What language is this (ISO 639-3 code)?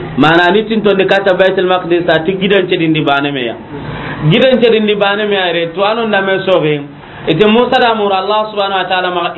snk